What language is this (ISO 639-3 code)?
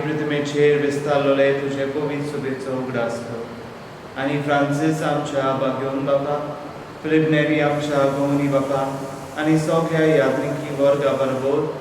kok